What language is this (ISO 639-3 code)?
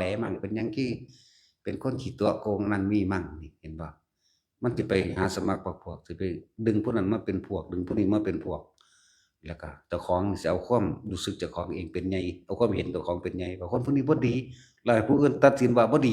tts